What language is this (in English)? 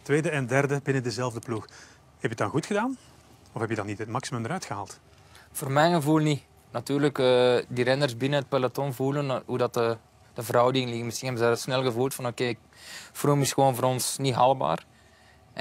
Dutch